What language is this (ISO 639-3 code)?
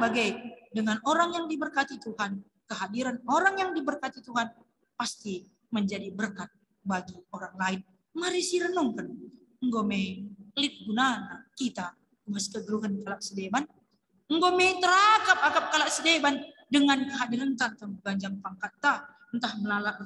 btx